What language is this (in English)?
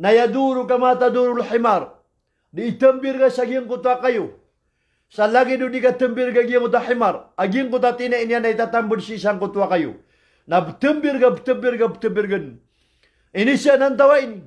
Maranao